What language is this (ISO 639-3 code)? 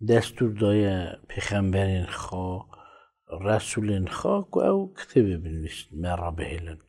kur